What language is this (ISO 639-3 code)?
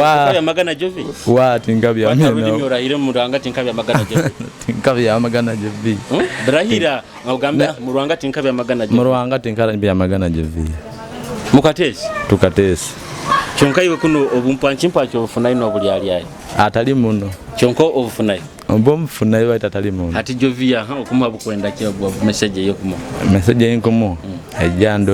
nyo